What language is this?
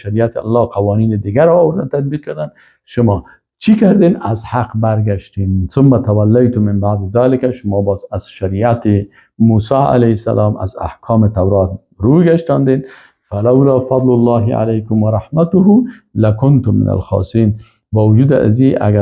Persian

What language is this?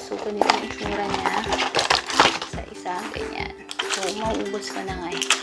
Filipino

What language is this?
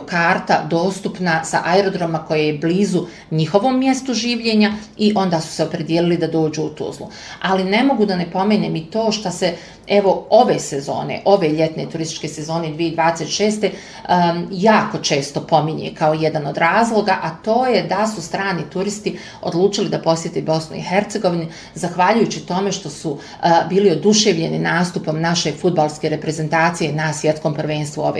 Bosnian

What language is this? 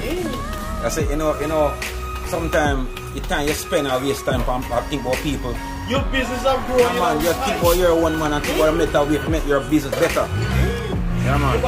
Jamaican Creole English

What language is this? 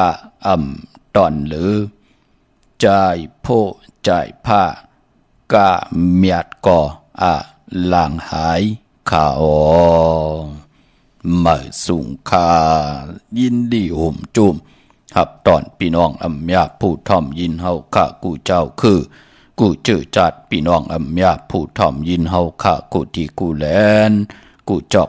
Shan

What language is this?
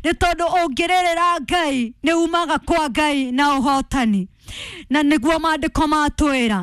Kikuyu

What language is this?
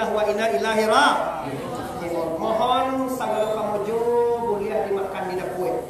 Minangkabau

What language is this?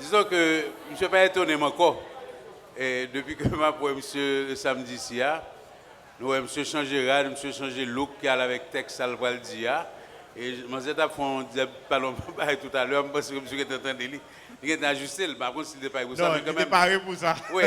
Haitian Creole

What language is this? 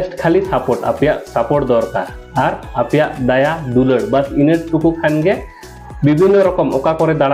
Santali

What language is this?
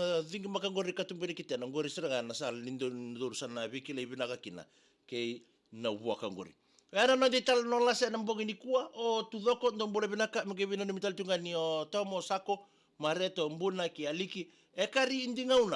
Fijian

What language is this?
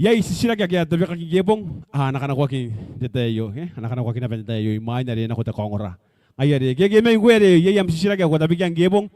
Gilbertese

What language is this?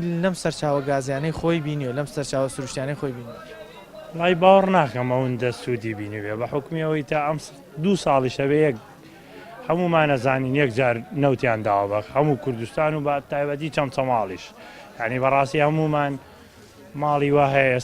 Central Kurdish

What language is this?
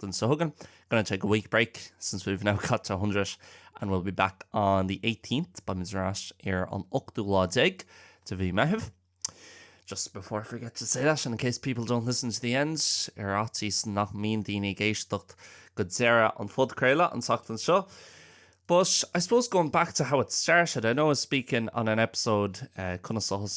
Irish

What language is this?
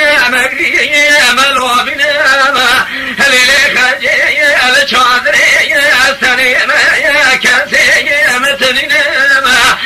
Kurdish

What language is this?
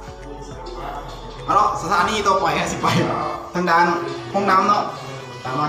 Lao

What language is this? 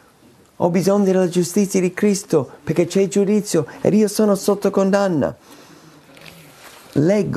Italian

